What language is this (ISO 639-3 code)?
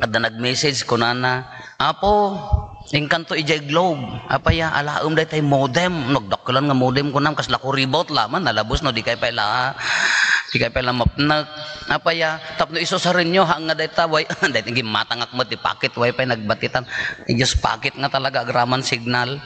ilo